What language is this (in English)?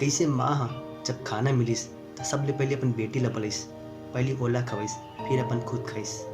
Chhattisgarhi